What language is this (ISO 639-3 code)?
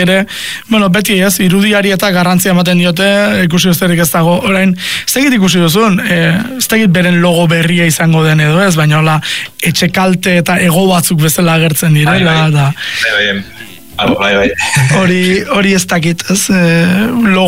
eus